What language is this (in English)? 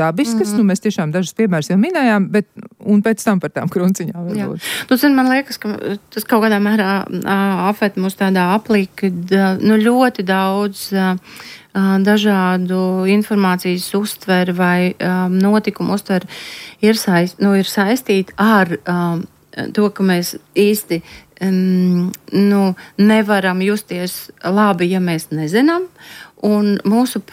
Latvian